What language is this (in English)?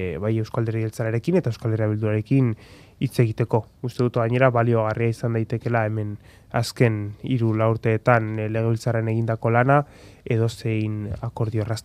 Basque